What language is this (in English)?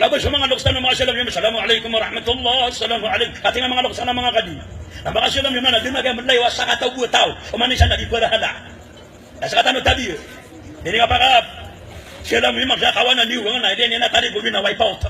Maranao